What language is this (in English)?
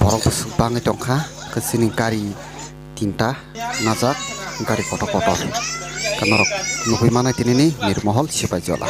Kok Borok